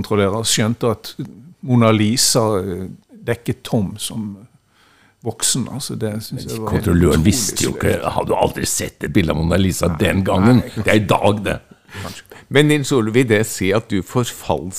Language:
Norwegian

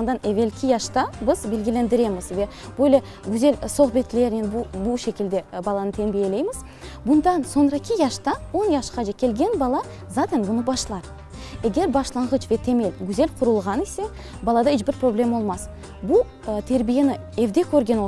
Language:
Crimean Tatar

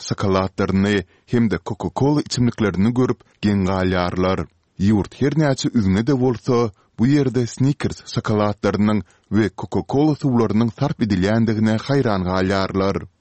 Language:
Turkmen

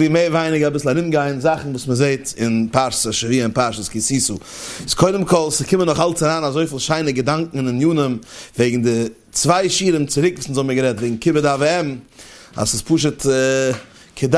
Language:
Yiddish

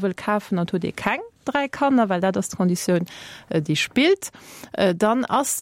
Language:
Luxembourgish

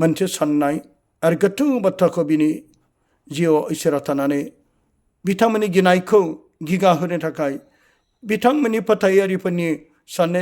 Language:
Bodo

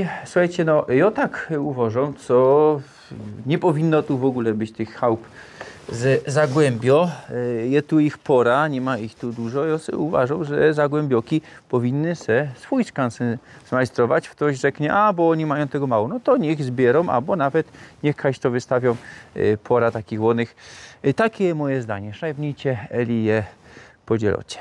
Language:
Silesian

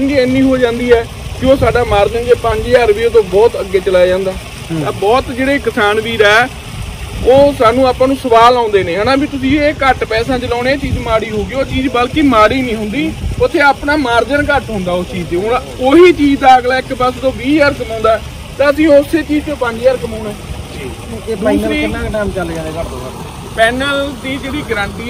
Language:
Punjabi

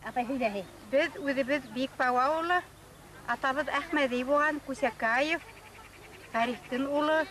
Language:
Bashkir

